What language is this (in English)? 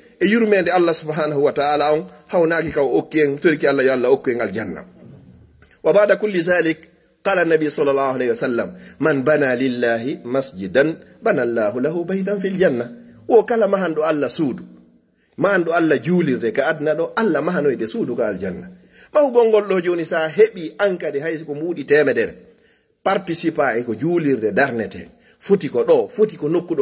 Fula